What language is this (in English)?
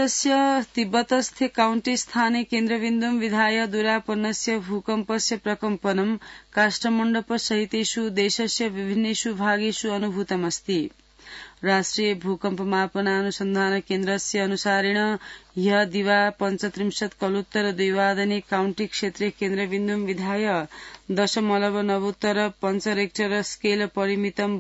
Sanskrit